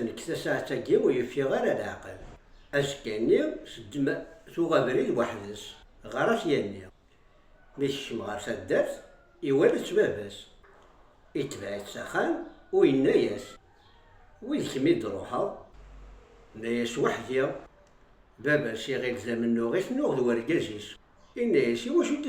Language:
Kabyle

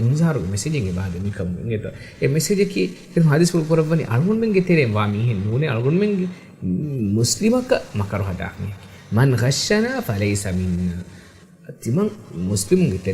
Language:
Divehi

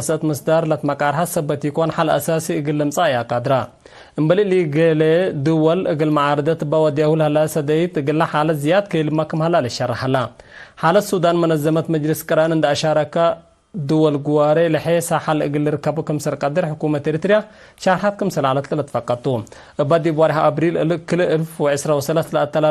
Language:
Tigre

